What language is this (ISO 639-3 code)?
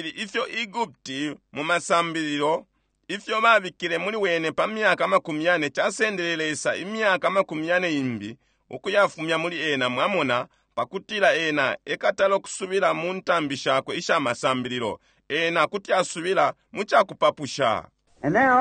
bem